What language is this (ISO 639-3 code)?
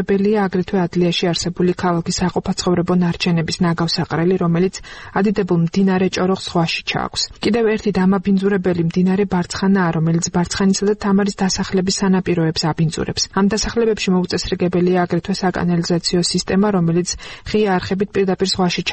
kat